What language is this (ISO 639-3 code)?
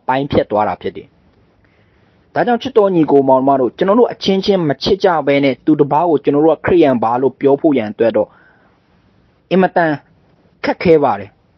mya